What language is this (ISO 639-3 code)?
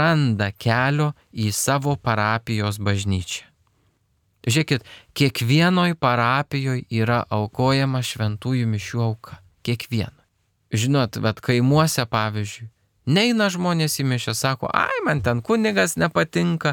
lit